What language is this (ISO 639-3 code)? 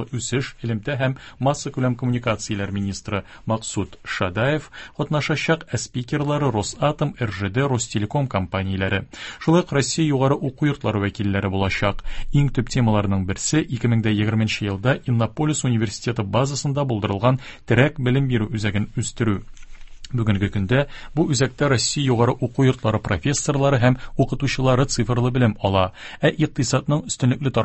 tat